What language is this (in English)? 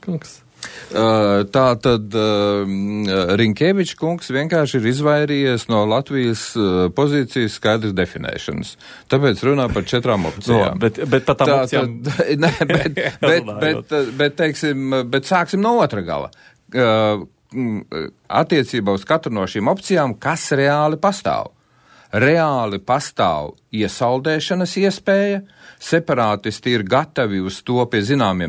Latvian